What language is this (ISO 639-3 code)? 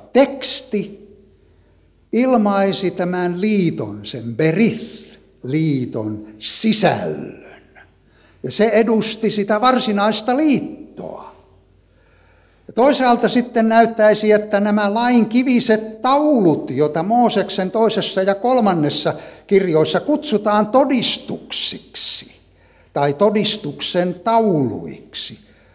fin